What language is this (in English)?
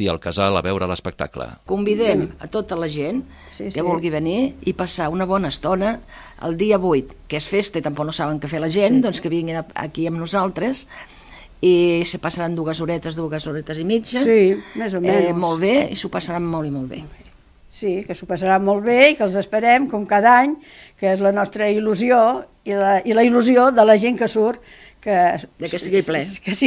Catalan